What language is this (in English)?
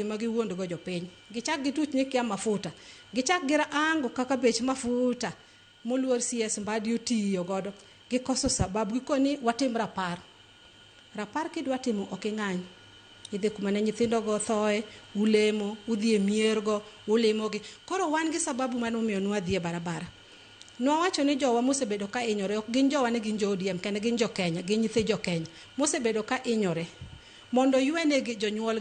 Luo (Kenya and Tanzania)